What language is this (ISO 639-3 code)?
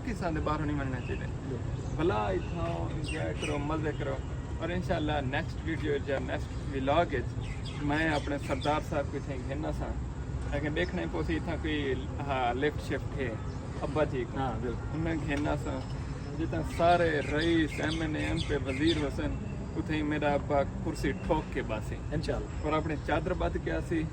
skr